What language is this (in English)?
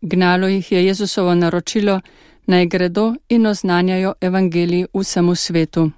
Slovenian